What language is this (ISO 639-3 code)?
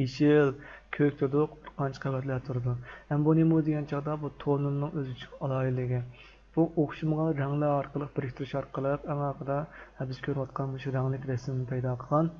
uig